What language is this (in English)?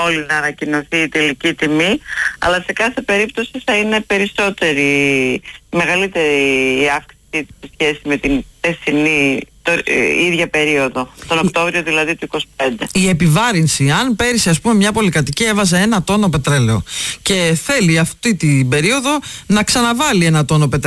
Greek